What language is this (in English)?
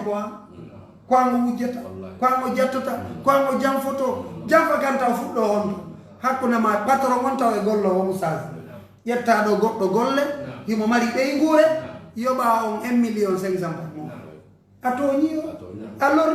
Pular